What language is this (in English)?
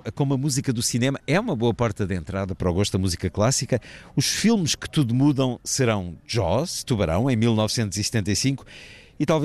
Portuguese